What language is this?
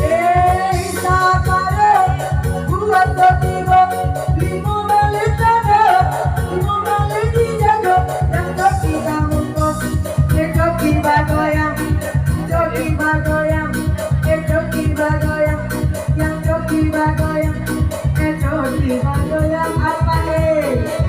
Minangkabau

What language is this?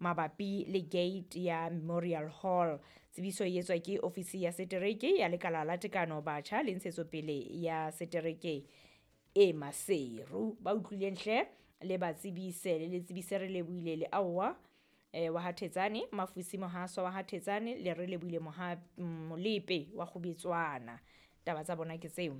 Southern Sotho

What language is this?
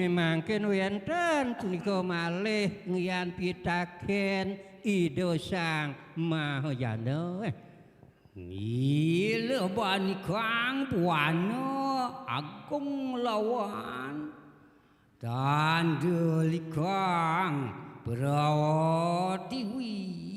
Balinese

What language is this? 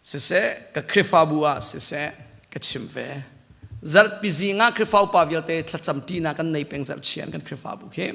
Hakha Chin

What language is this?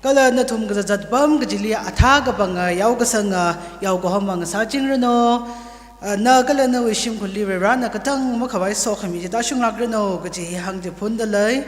Tangkhul Naga (India)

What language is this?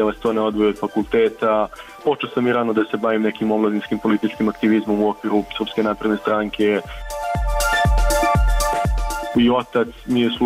Serbian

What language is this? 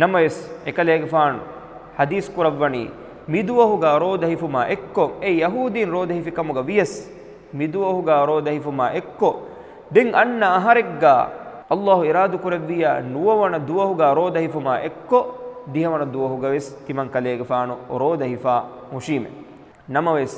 Divehi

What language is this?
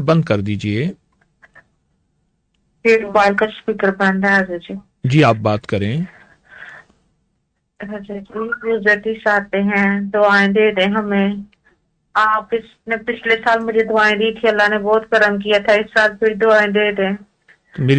Urdu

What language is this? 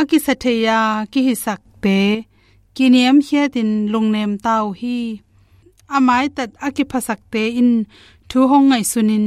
Tedim Chin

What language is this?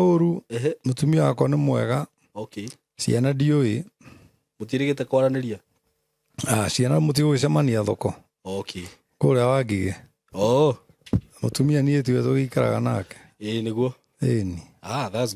Kikuyu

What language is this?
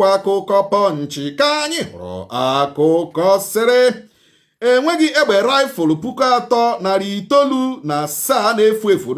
Igbo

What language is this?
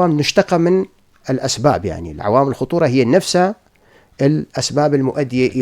North Levantine Arabic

